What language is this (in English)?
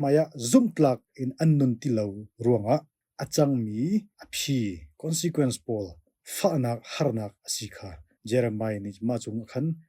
Hakha Chin